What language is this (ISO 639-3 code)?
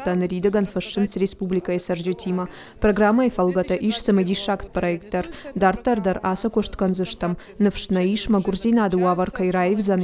oss